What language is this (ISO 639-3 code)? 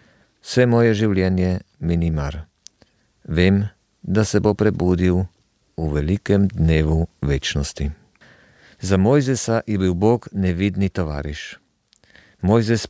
slv